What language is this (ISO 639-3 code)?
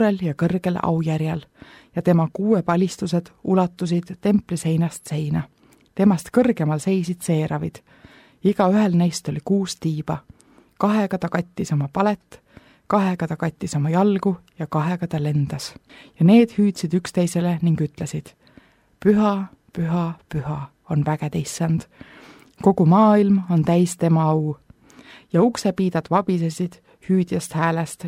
est